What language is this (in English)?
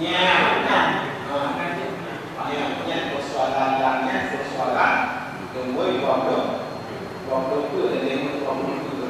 Achinese